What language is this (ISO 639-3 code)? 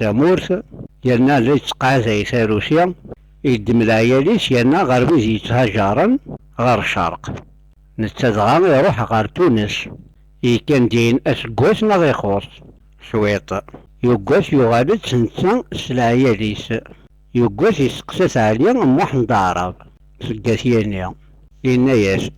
kab